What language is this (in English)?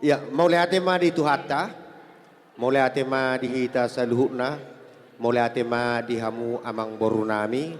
Batak Toba